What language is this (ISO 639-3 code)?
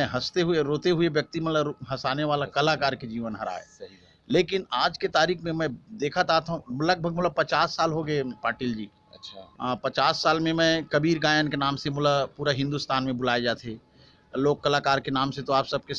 hne